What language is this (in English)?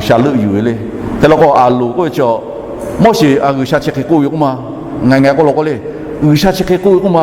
Lahu